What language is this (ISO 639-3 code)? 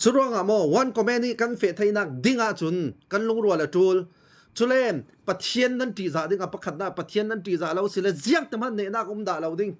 cfm